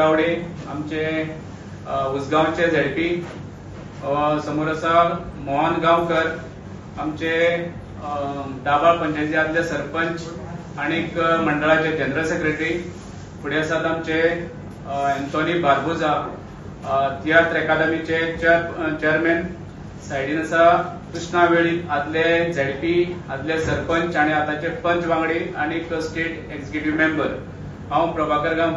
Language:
Konkani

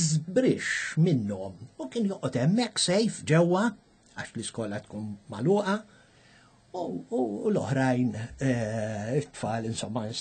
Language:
Maltese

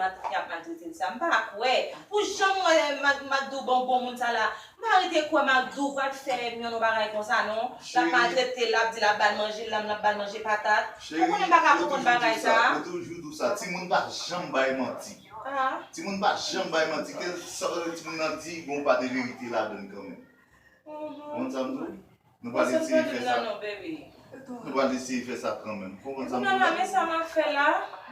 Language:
Haitian Creole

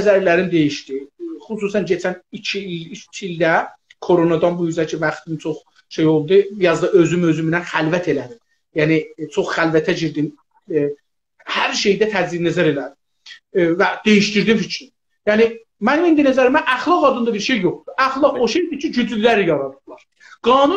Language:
South Azerbaijani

